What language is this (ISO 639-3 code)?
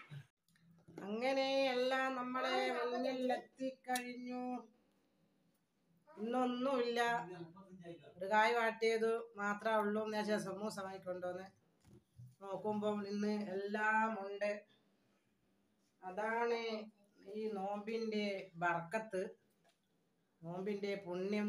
mal